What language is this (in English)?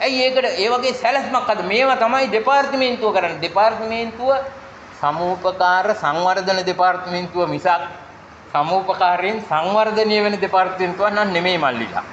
Sinhala